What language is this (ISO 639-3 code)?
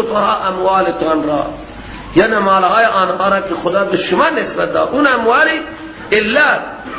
fas